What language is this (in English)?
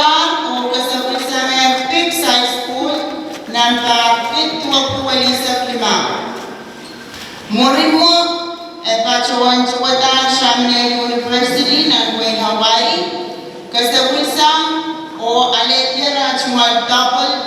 Pohnpeian